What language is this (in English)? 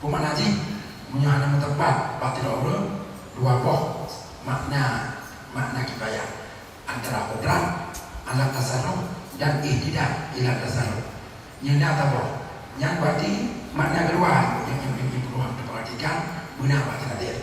Achinese